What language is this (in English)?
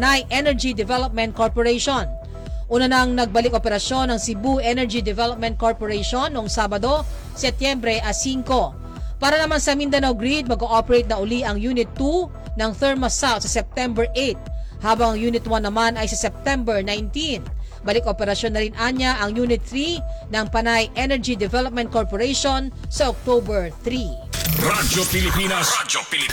Filipino